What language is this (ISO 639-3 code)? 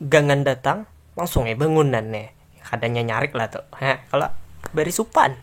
bjn